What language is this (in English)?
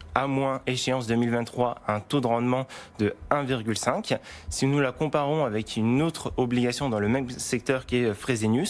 French